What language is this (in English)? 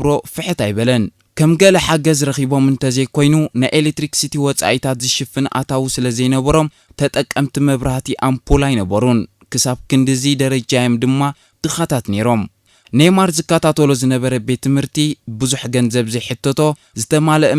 Tigrinya